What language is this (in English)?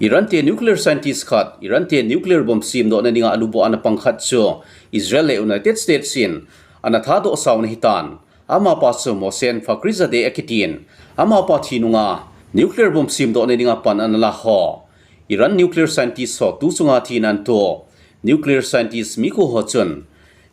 Thado Chin